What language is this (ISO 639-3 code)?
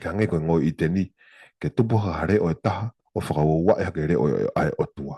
ton